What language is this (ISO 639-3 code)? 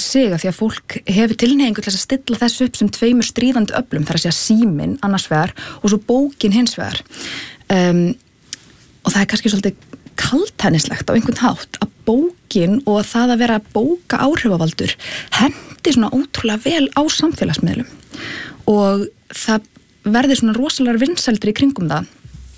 isl